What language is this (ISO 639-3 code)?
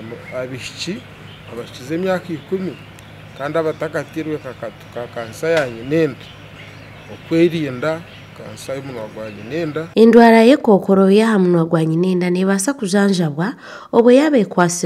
nyn